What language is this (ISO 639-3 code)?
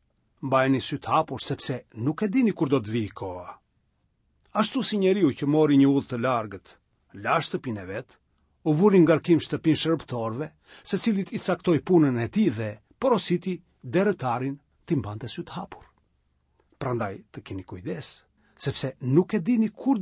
sqi